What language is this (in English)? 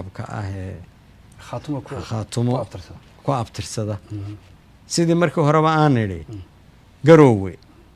Somali